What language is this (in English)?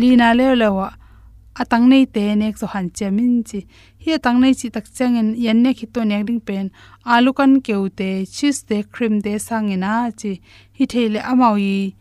Tedim Chin